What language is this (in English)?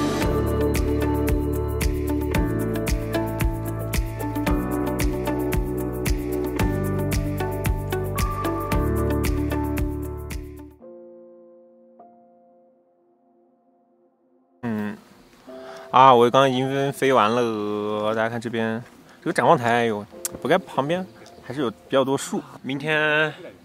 Chinese